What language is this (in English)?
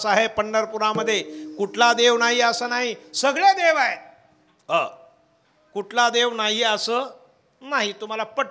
Marathi